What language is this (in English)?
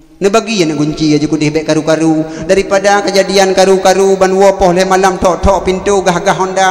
Achinese